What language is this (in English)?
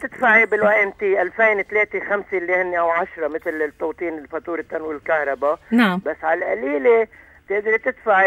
North Levantine Arabic